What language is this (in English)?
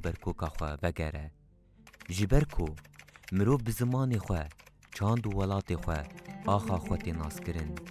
Kurdish